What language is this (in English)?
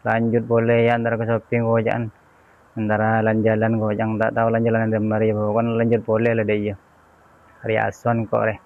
Madurese